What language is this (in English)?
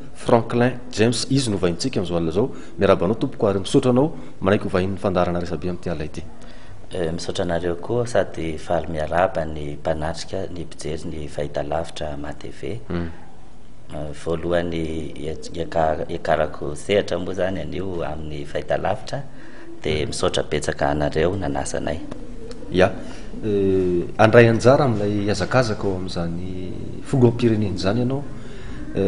Malagasy